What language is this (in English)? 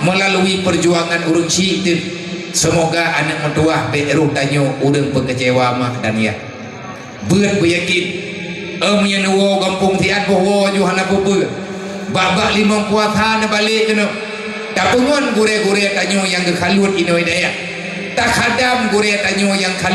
Achinese